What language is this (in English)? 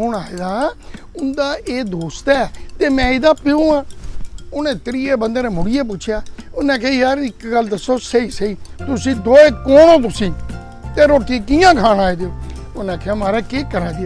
Dogri